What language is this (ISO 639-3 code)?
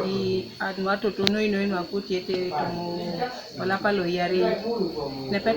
teo